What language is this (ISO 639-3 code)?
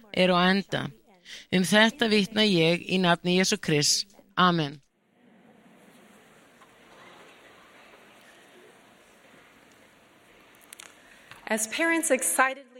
isl